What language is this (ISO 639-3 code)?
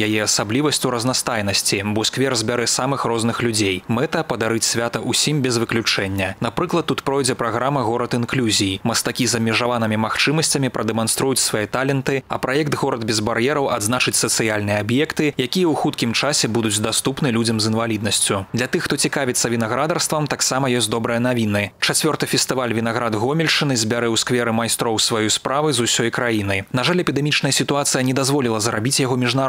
bel